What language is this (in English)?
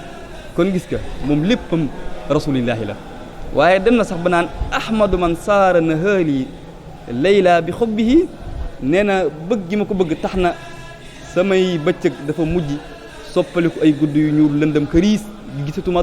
Wolof